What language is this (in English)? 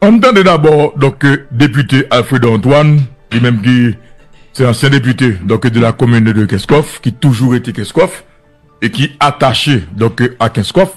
Haitian Creole